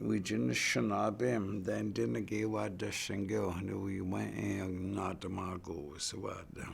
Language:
Chippewa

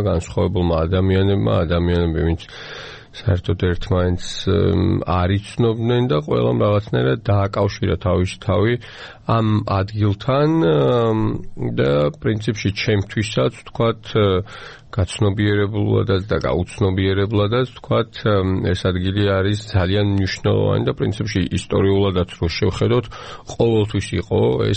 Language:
Georgian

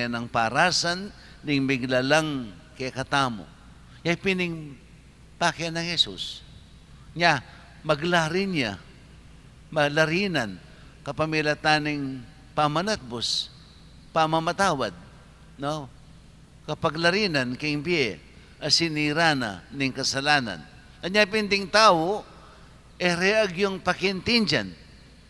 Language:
Pampanga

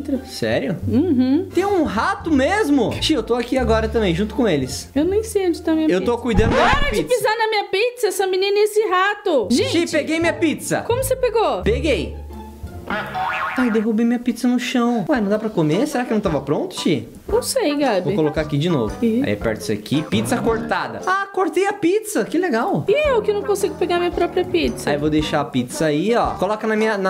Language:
Portuguese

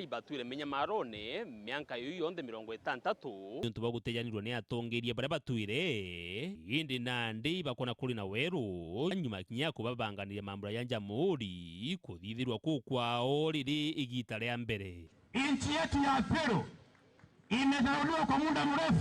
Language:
Meru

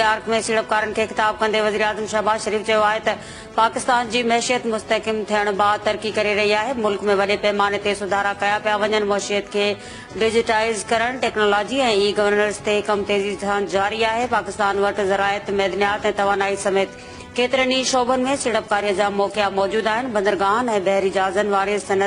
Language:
Sindhi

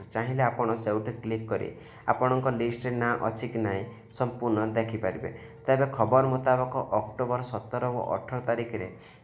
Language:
Odia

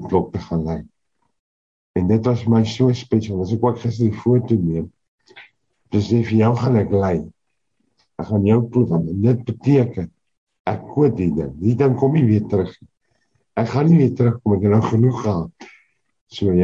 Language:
Afrikaans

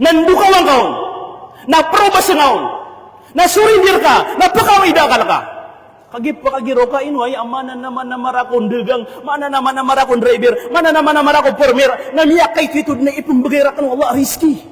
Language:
Maranao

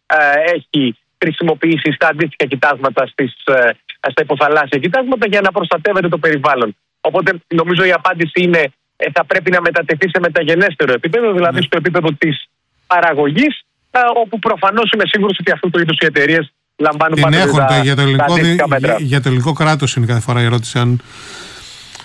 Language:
Greek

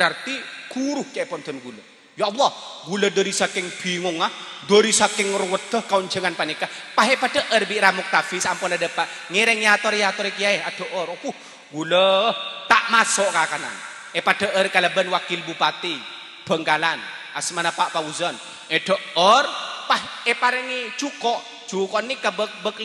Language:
Madurese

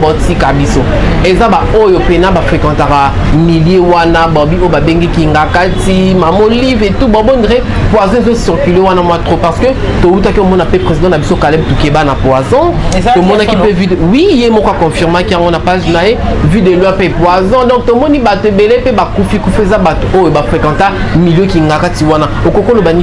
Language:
Lingala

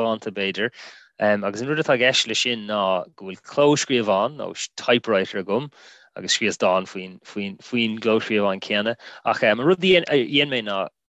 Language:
Irish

